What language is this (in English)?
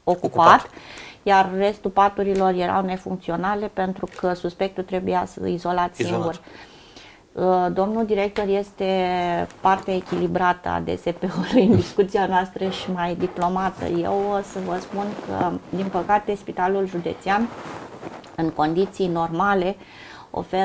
Romanian